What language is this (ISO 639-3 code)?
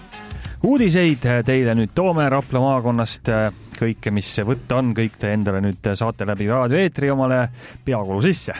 est